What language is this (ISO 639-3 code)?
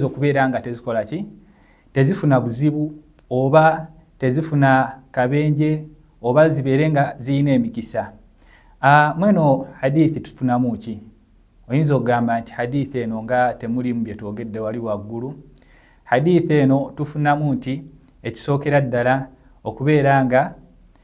lug